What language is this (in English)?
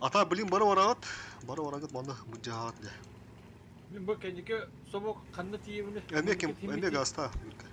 Yakut